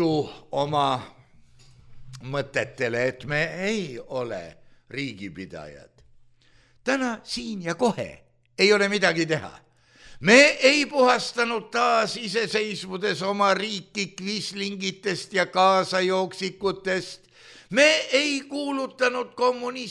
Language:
Estonian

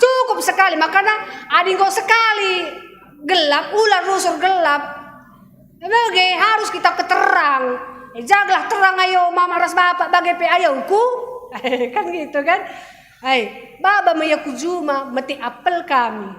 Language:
Batak Karo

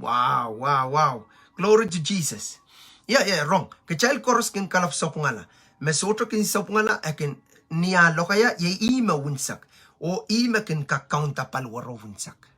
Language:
Pohnpeian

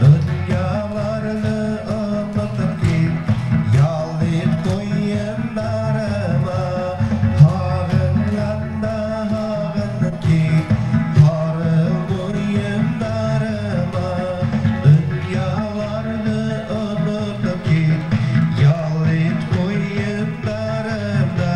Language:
Bashkir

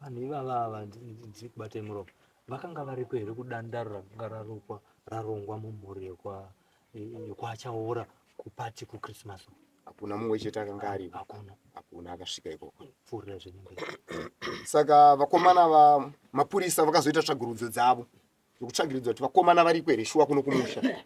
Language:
Shona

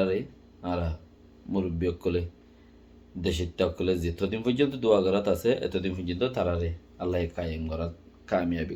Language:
Rohingya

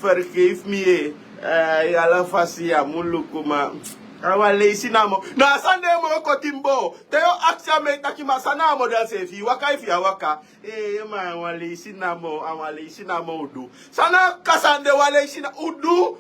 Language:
Sranan Tongo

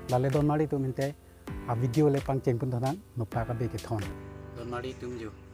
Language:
Karbi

